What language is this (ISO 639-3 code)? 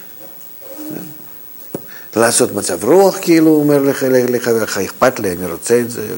heb